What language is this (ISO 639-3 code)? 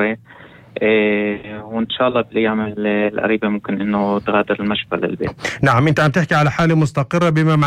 apc